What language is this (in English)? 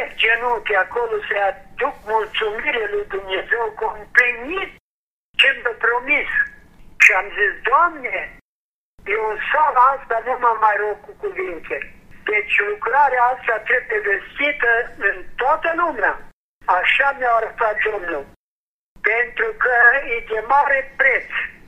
Romanian